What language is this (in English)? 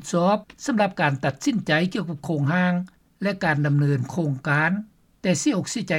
Lao